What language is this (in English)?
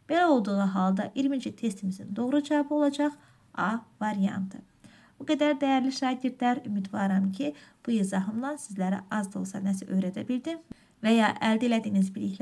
Azerbaijani